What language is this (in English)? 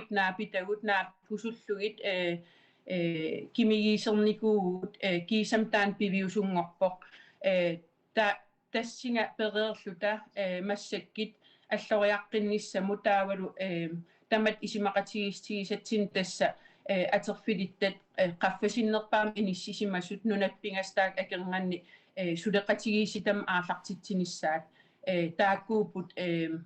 Kalaallisut